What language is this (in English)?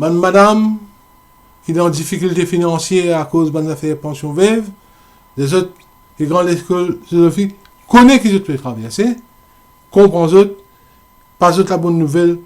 Morisyen